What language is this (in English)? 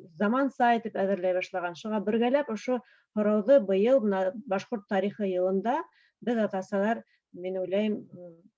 Bashkir